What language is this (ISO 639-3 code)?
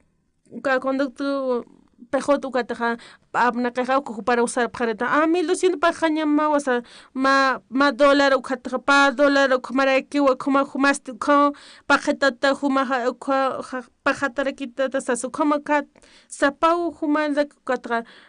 aym